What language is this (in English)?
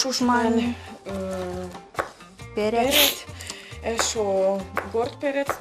Udmurt